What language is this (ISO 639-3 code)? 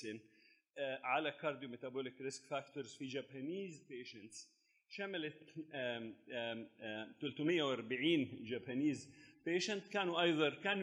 arz